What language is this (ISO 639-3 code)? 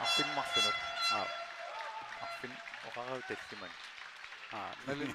kal